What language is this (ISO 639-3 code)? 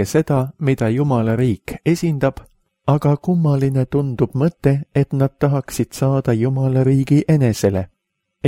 est